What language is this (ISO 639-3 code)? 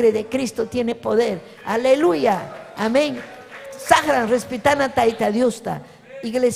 quy